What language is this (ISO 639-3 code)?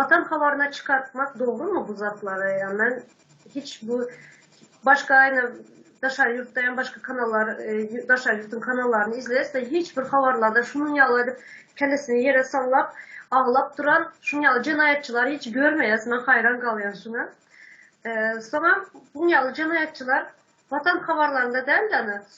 tuk